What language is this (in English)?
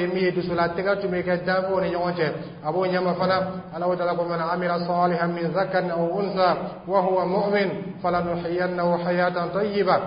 Dyula